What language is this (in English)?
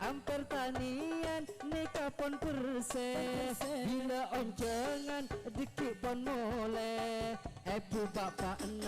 Madurese